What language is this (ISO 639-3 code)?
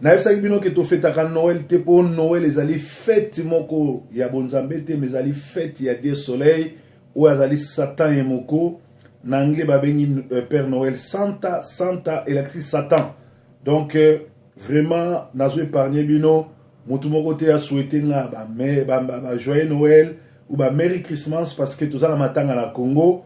lin